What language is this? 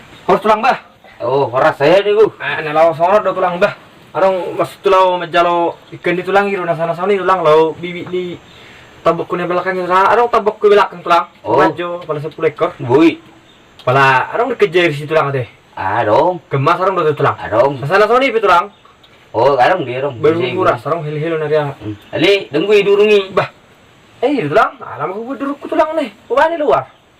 Batak Toba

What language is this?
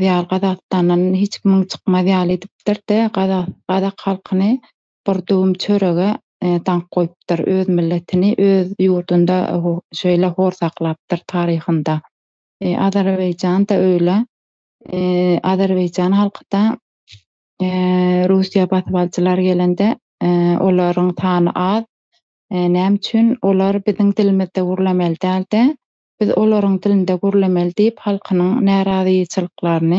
Turkmen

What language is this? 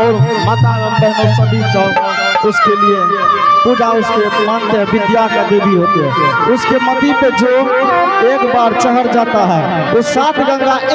Angika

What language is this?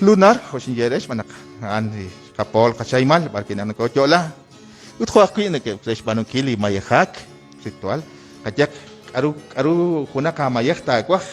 Kekchí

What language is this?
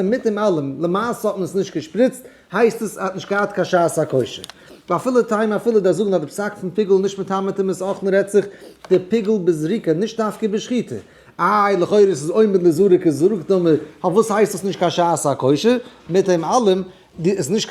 Yiddish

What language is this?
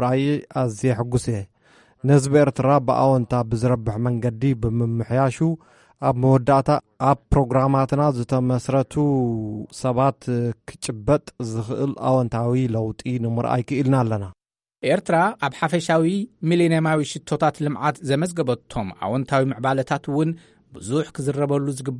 Tigrinya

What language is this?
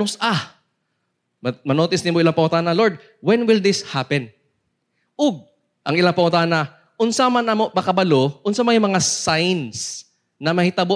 Cebuano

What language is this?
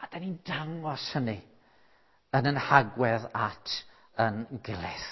Welsh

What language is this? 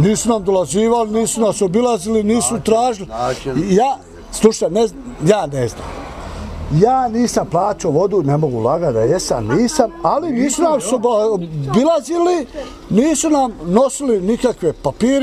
Bosnian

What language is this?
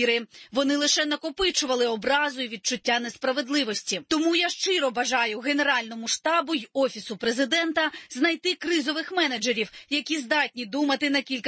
Ukrainian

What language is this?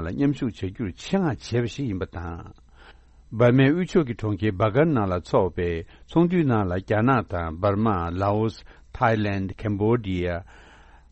Tibetan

